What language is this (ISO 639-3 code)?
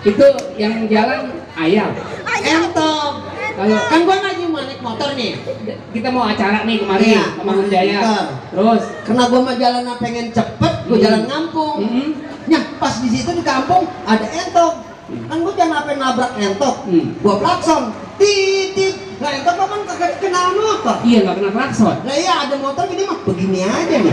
bew